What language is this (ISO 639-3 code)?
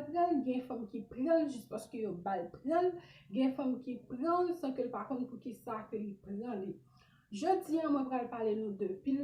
hat